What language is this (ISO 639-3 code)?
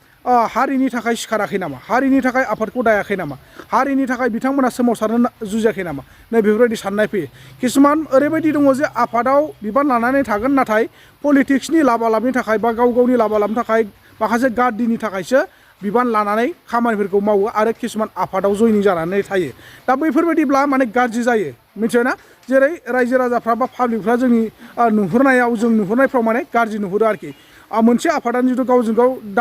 brx